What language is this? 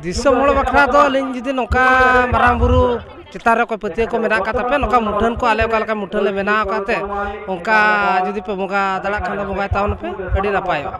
Santali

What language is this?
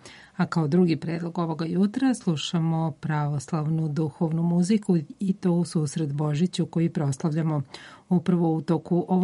Serbian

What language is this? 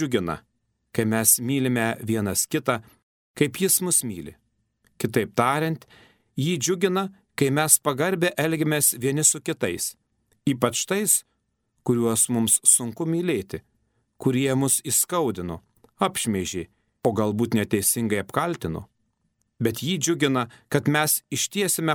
Lithuanian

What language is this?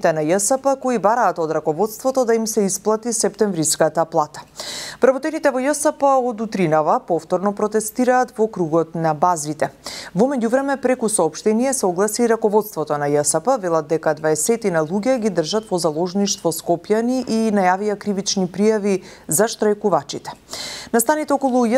Macedonian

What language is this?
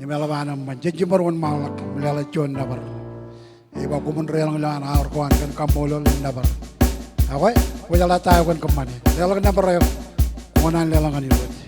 Marshallese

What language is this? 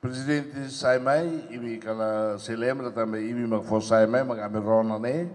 Tetum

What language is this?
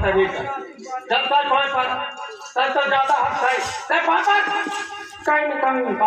Chhattisgarhi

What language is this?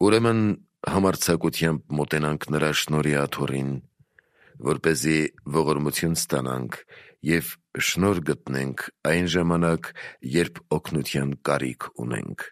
Armenian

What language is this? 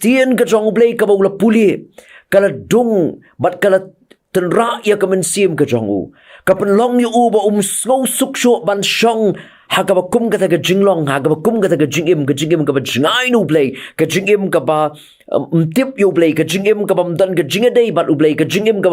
Khasi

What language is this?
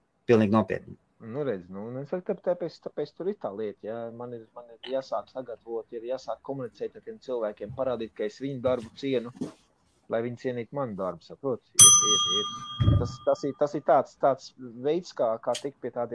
Latvian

